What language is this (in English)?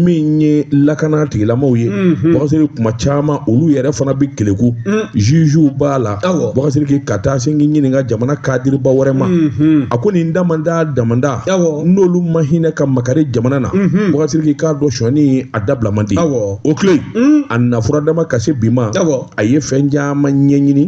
Bambara